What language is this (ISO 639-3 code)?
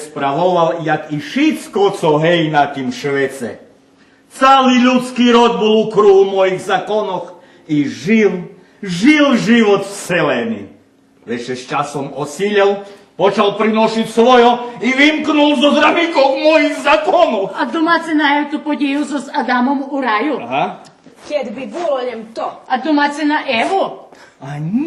rue